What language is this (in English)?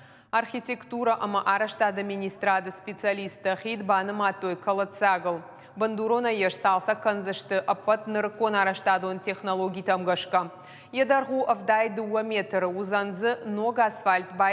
Ossetic